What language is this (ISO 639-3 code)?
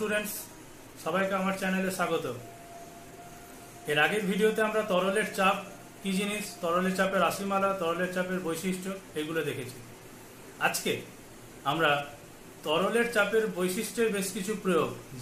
ben